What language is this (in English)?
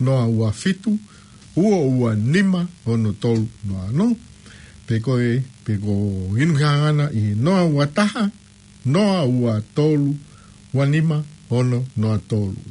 Tongan